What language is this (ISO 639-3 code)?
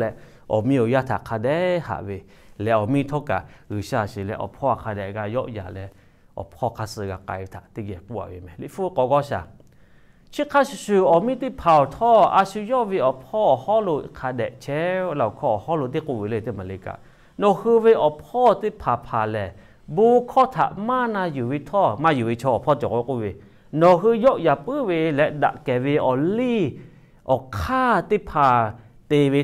lhu